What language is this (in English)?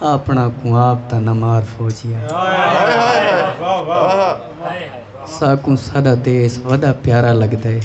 Saraiki